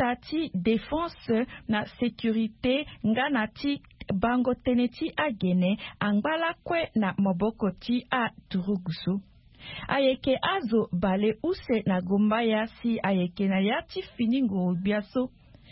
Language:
Sango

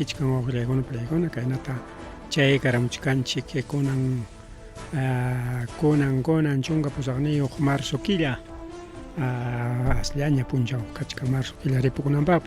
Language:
Ayacucho Quechua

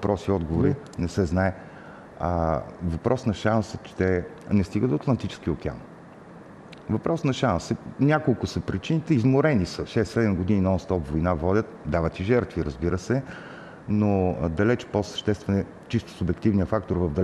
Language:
Bulgarian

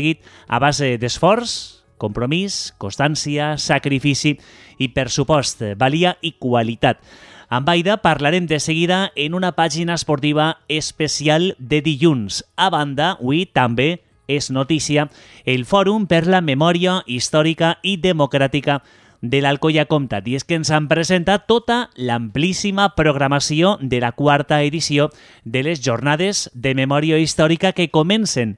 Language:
Catalan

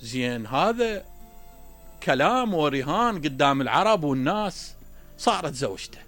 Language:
Mesopotamian Arabic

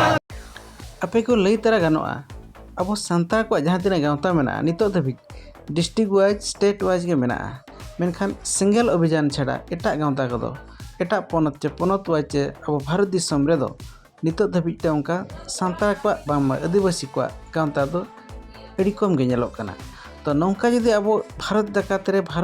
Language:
Santali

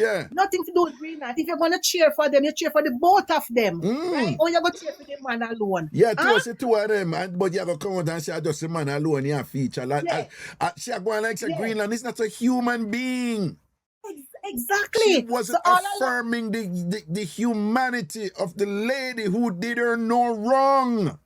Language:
Jamaican Creole English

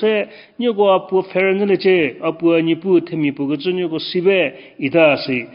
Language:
Angami Naga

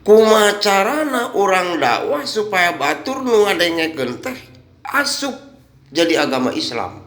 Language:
Sundanese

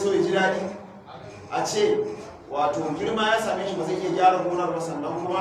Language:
Hausa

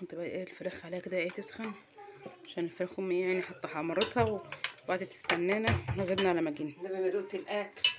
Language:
Egyptian Arabic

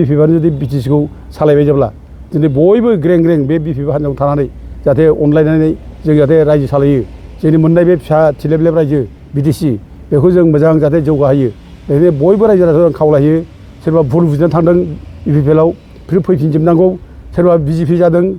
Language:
Bodo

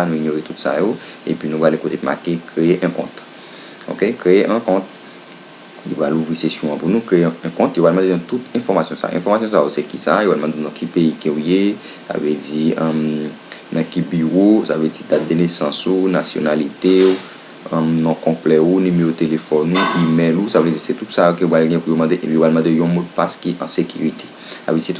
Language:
Haitian Creole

